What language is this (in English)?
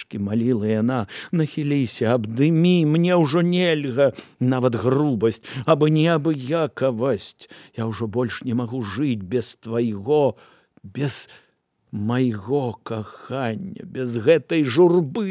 Belarusian